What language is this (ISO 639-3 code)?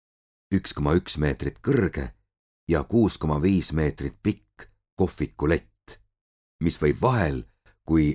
est